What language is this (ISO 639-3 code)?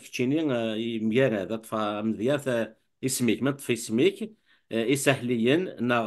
kab